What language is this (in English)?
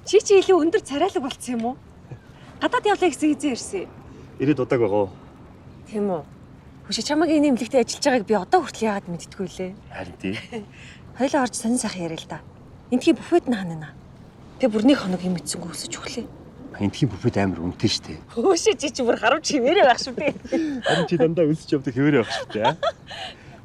Mongolian